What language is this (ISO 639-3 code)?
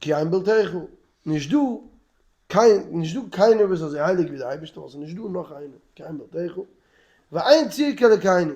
yid